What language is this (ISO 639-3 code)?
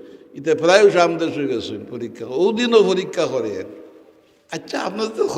syl